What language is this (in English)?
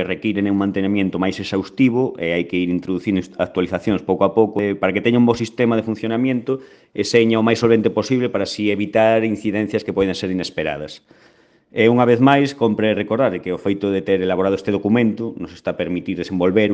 Galician